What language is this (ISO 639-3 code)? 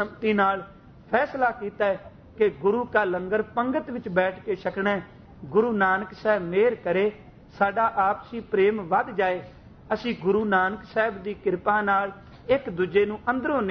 pan